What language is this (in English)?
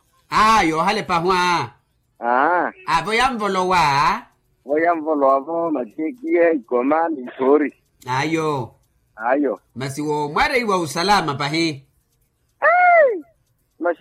Makhuwa